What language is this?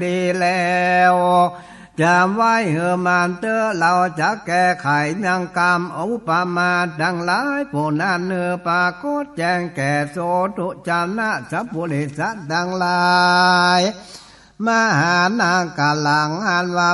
Northern Thai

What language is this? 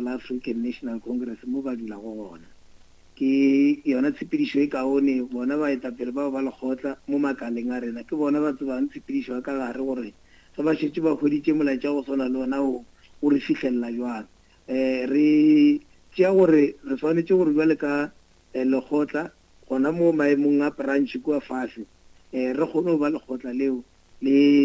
Northern Sotho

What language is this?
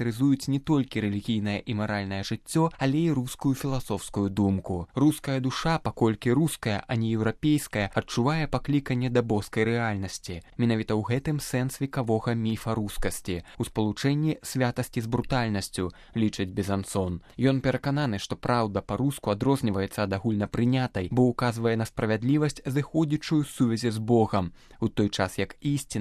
Belarusian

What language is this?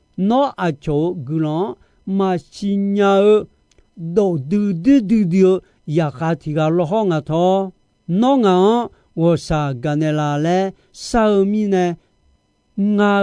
Akha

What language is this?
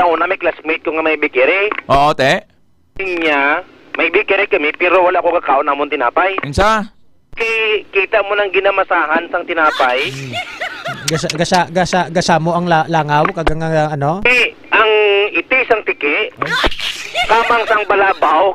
Hiligaynon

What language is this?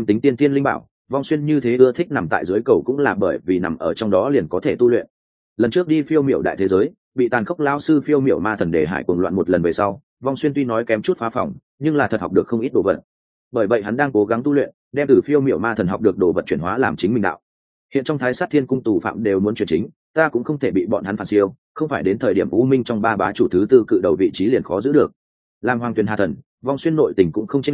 Vietnamese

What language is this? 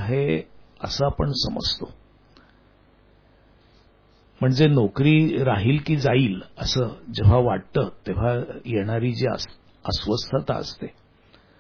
Marathi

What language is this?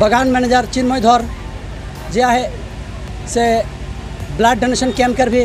Sadri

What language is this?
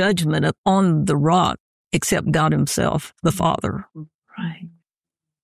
English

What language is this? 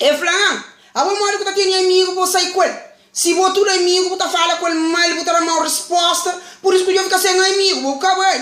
Kabuverdianu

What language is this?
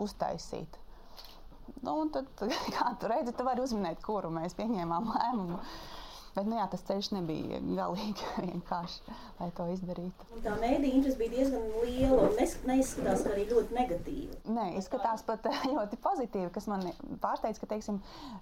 Latvian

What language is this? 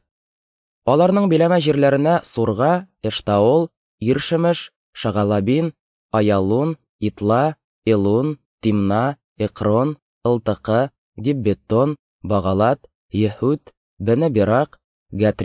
Tatar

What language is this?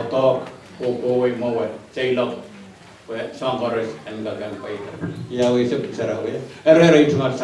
Pohnpeian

